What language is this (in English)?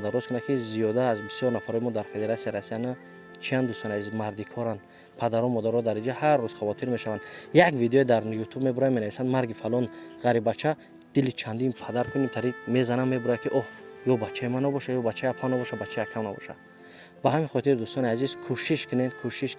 Tajik